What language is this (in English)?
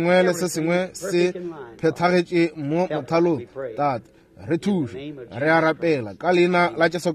Northern Sotho